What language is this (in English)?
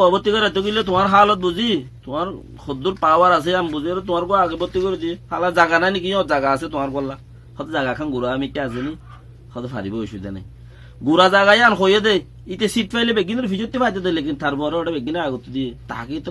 Rohingya